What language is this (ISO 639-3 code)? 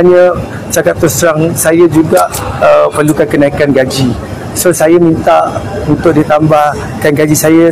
msa